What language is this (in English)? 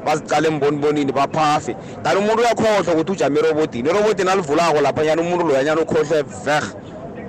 South Ndebele